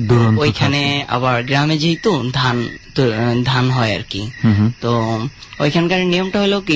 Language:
Bangla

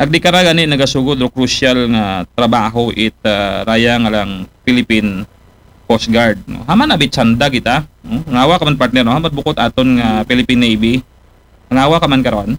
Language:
Aklanon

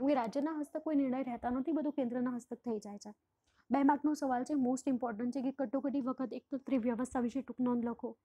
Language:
Gujarati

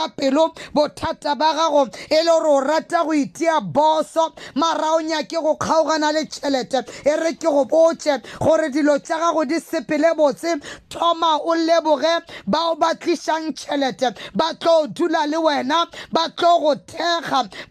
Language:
Northern Sotho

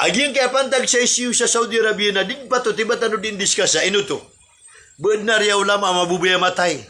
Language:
Maranao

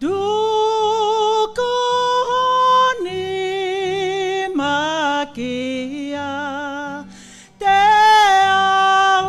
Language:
Tongan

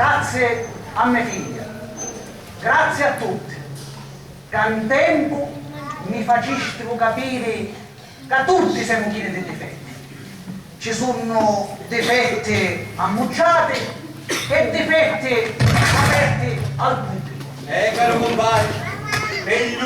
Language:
Sicilian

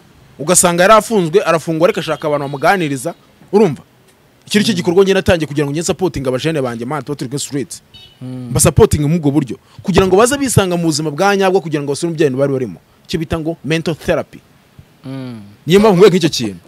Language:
Kinyarwanda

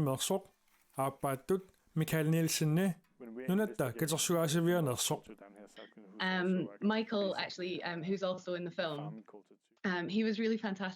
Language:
Kalaallisut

